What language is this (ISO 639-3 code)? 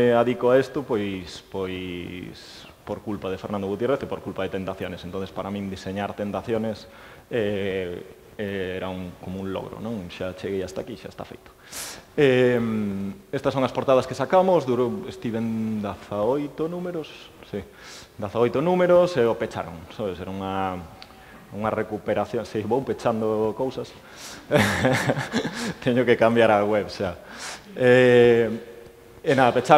glg